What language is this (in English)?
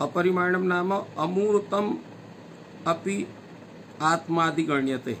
Sanskrit